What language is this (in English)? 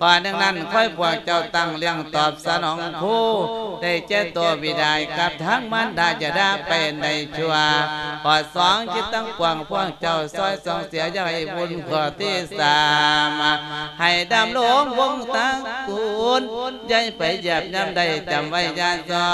Lao